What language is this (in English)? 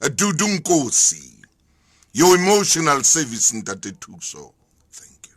Southern Sotho